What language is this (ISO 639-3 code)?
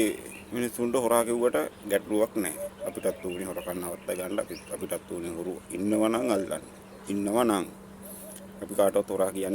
sin